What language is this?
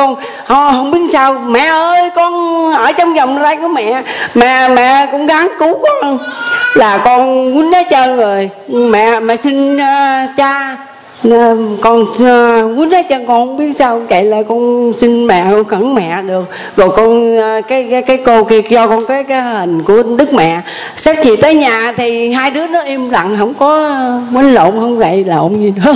Vietnamese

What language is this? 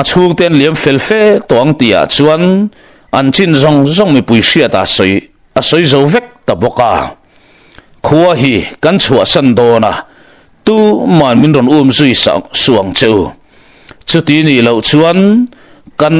Mizo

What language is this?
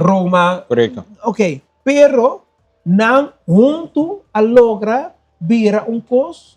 Papiamento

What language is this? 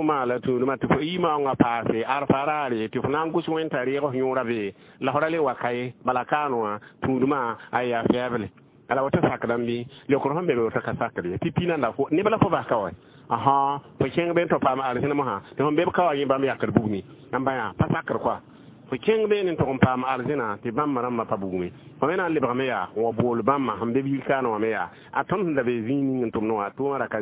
Mossi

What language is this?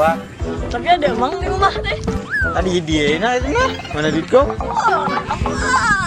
Banjar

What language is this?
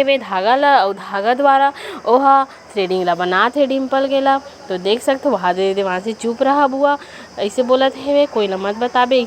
Chhattisgarhi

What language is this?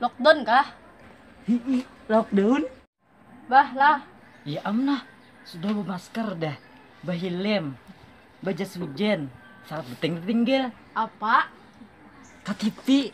Banjar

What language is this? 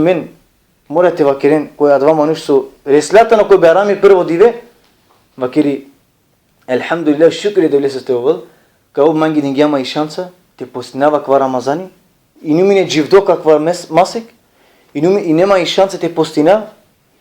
Balkan Romani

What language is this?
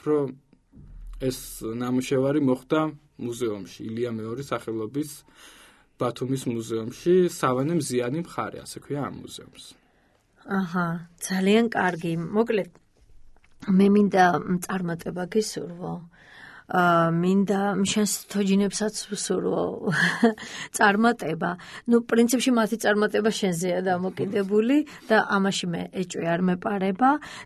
Georgian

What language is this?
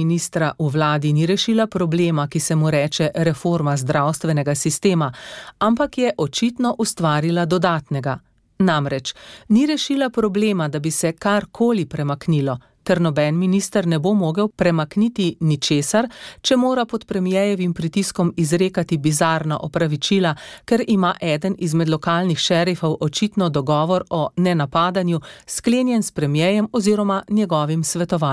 Slovenian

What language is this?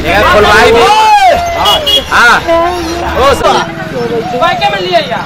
Maithili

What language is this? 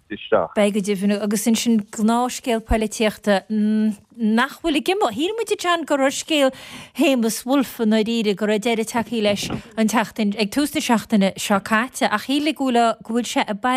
Irish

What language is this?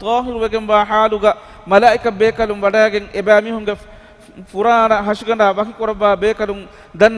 Divehi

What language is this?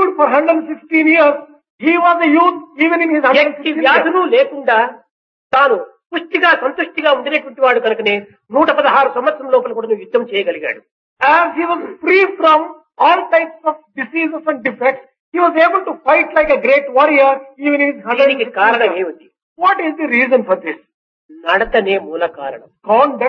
Telugu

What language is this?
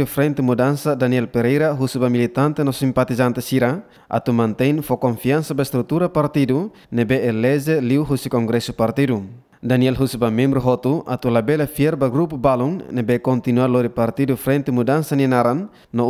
Tetum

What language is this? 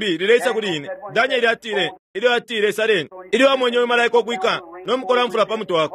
Bemba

